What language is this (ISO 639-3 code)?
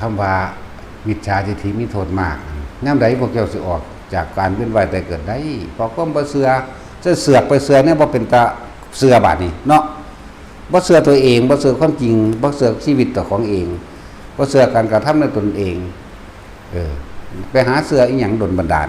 lao